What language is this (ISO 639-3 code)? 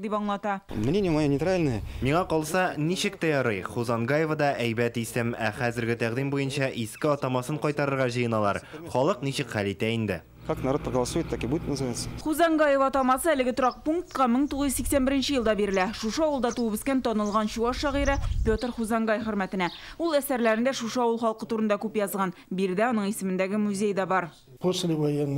tat